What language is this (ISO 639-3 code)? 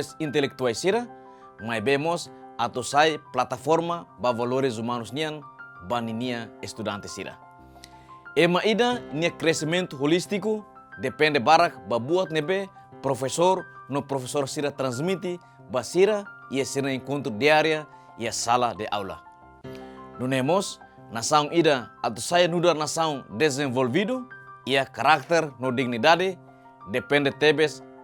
tet